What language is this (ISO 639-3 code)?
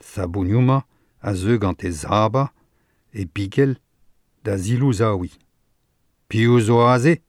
bre